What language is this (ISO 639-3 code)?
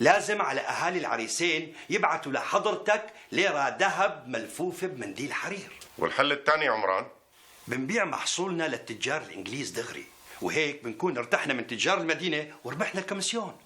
apc